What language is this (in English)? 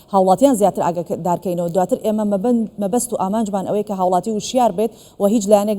Central Kurdish